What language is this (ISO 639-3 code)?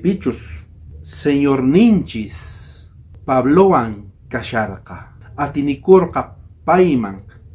quh